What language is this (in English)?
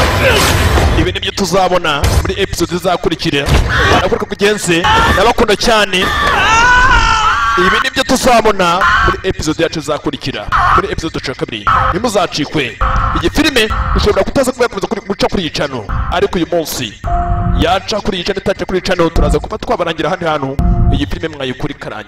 Kinyarwanda